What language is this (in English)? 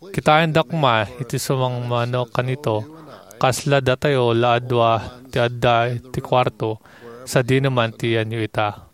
Iloko